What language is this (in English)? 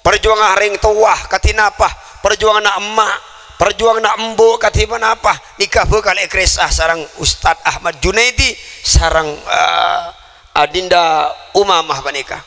Madurese